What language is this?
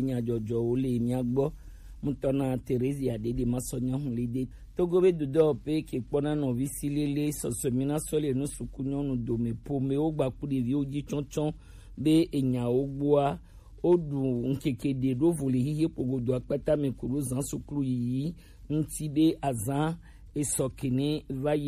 Gen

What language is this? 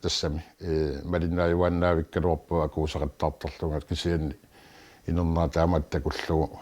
Kalaallisut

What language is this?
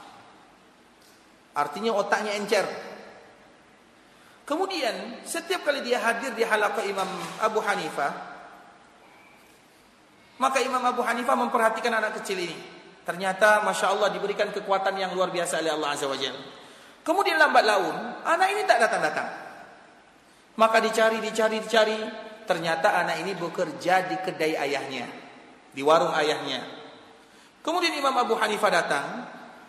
Indonesian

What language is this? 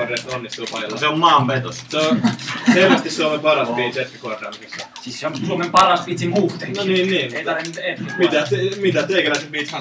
Finnish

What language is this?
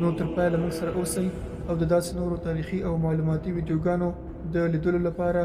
Pashto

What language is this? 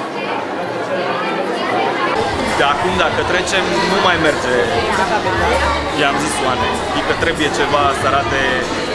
Romanian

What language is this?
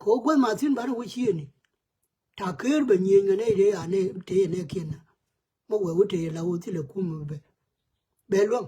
Nuer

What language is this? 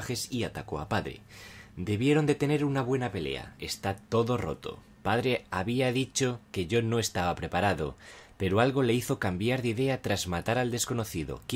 Spanish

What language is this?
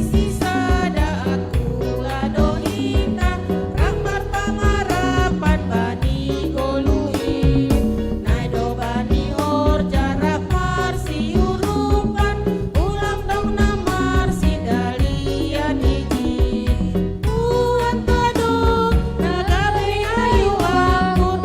Batak Simalungun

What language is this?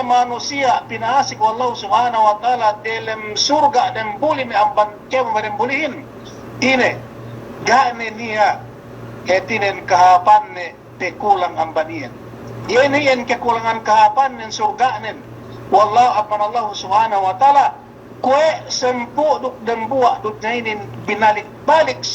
Yakan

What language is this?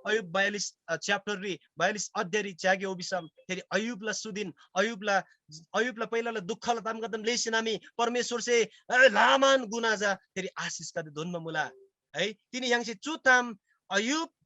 Eastern Tamang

